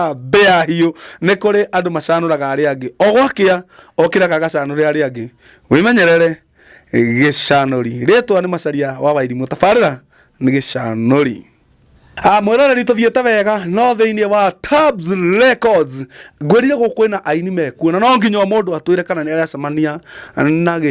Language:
Kikuyu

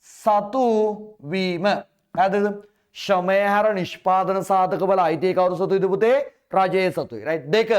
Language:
Sinhala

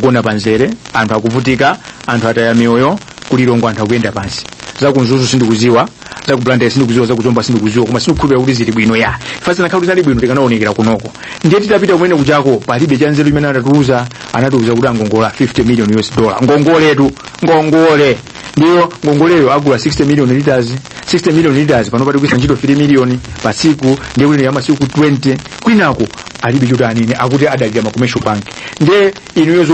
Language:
Nyanja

